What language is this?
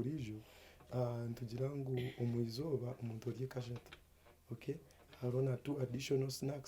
Nyankole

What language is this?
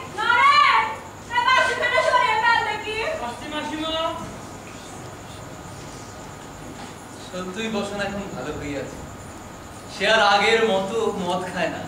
Bangla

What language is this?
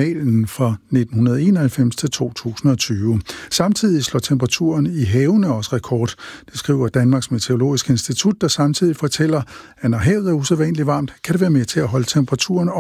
Danish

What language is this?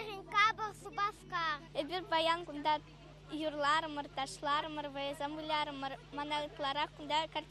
Chuvash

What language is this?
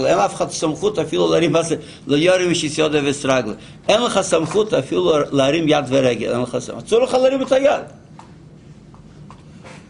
Hebrew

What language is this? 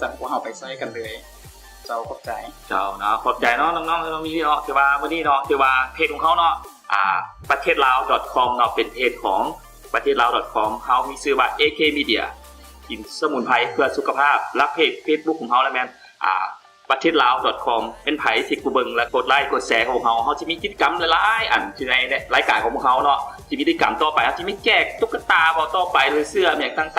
Lao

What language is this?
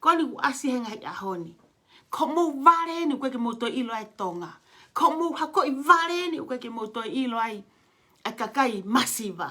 Tongan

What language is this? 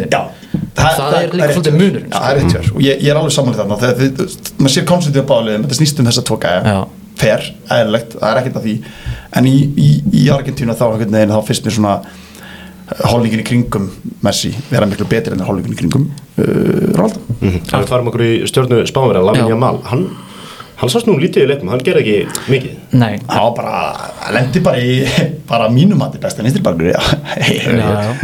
Icelandic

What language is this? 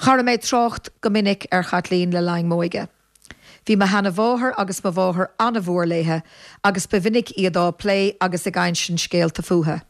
Irish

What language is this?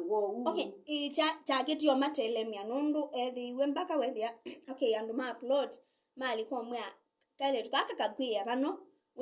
Kamba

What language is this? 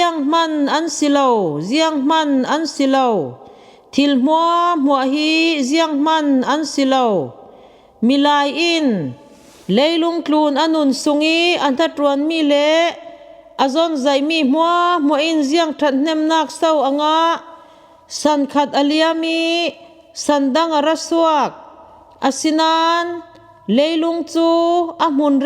Falam Chin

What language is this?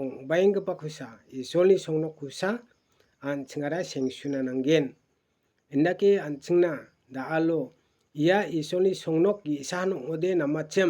Garo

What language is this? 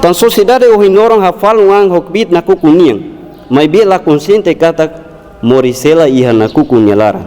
Tetum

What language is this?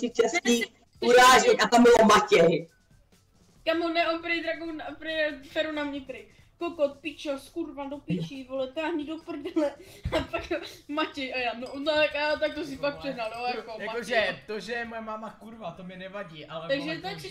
Czech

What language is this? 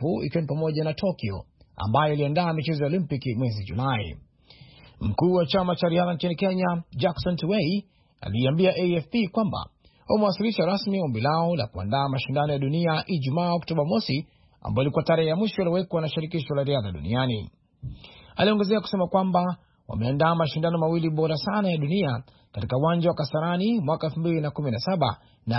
Swahili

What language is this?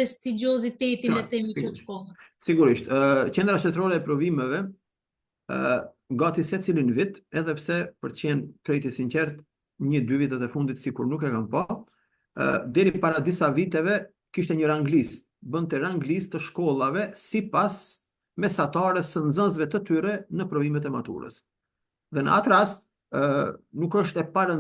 Albanian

